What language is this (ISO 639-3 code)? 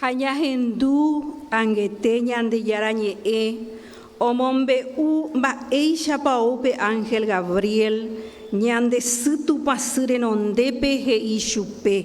grn